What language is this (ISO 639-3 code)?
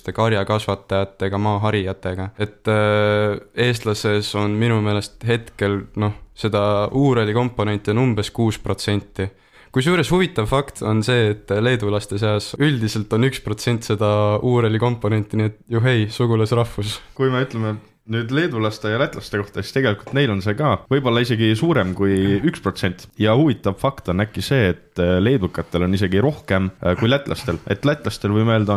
est